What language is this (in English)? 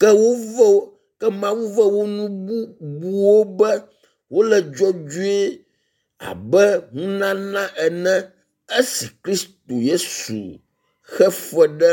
Ewe